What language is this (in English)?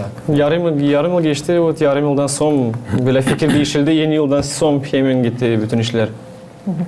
Gagauz